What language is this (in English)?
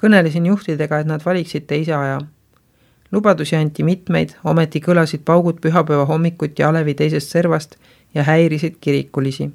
Estonian